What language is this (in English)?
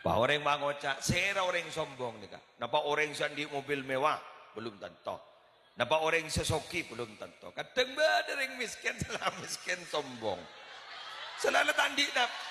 Madurese